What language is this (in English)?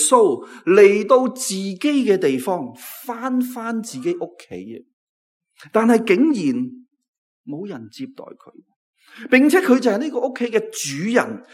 Cantonese